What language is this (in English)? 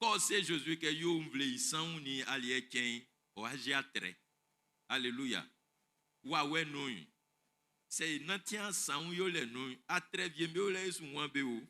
Baoulé